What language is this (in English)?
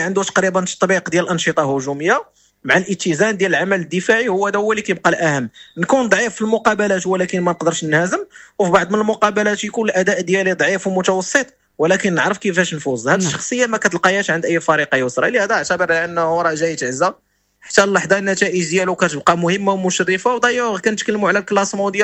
Moroccan Arabic